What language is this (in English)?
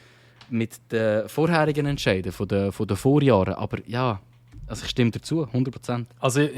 Swiss German